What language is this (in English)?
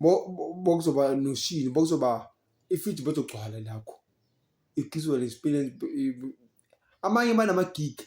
Zulu